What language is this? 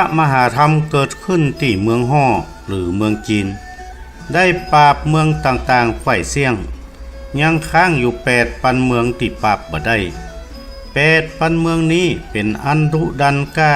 Northern Thai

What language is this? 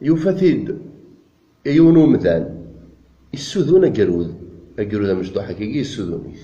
Kabyle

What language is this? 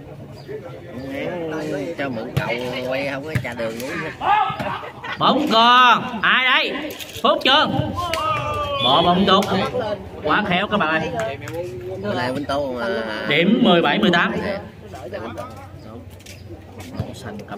Vietnamese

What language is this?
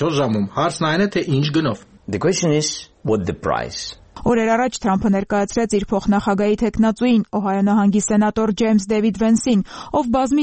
Armenian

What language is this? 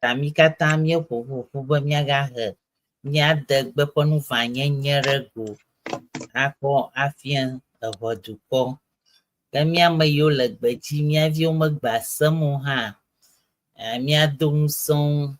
Ewe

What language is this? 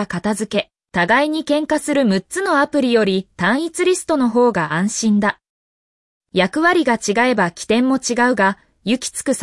Japanese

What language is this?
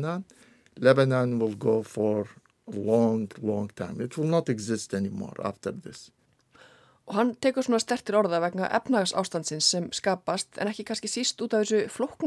Icelandic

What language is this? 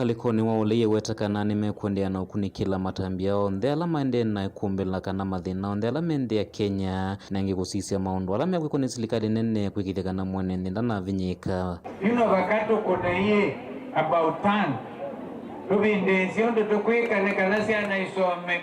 Kamba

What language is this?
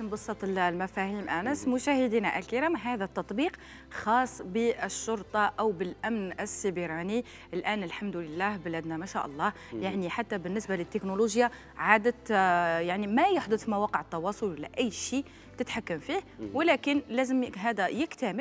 Algerian Arabic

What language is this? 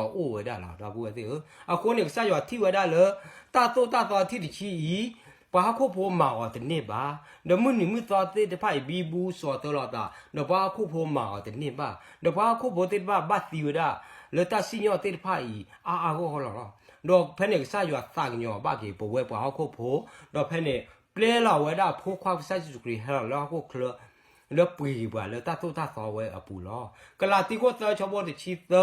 S'gaw Karen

